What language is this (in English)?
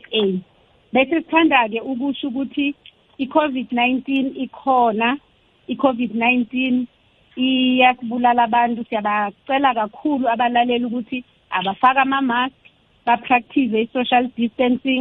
South Ndebele